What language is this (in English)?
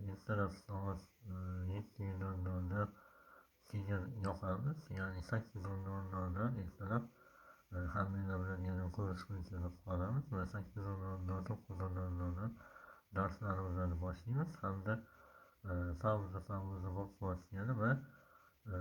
Uzbek